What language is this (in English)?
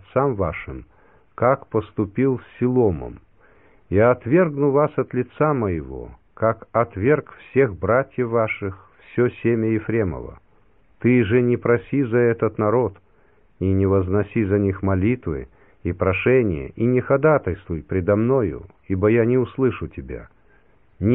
Russian